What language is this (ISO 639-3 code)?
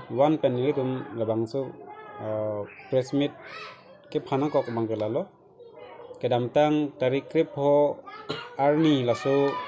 mjw